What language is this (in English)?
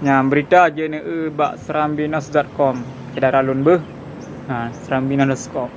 Achinese